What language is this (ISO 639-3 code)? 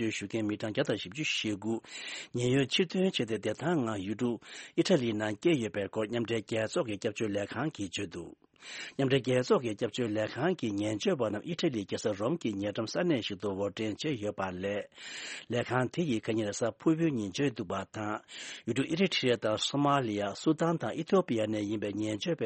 bod